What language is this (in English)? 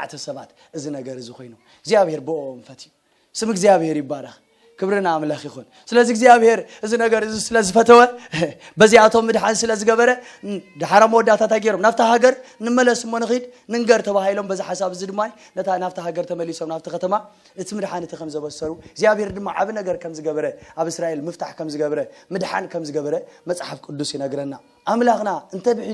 Tigrinya